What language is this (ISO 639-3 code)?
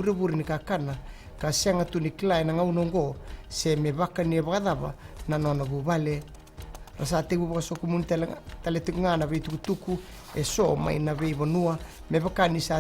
fij